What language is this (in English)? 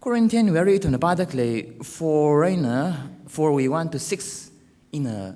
Tangkhul Naga (India)